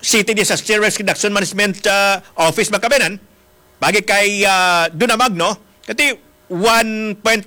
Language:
Hiligaynon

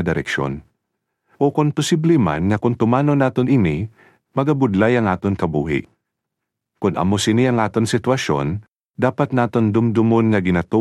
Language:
Hiligaynon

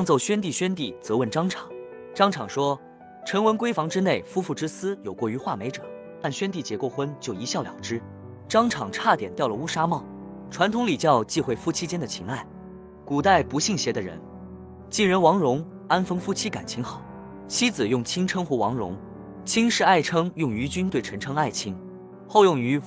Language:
Chinese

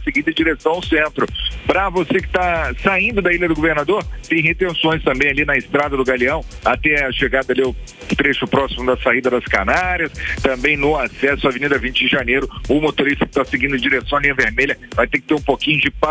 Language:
Portuguese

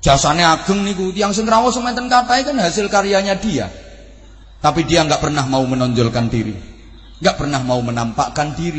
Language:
Javanese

